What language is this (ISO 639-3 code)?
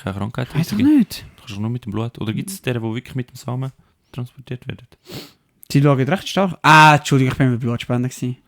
gsw